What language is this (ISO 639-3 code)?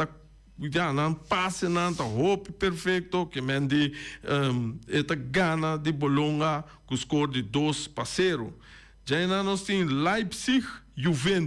pap